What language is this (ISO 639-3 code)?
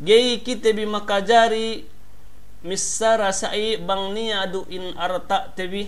yka